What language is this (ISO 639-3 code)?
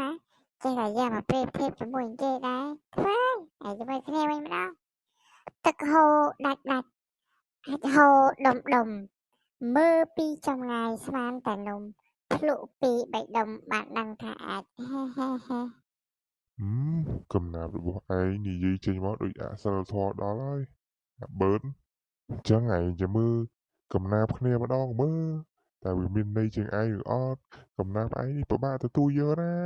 khm